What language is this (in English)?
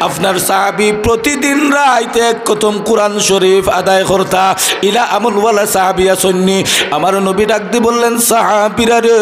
Sylheti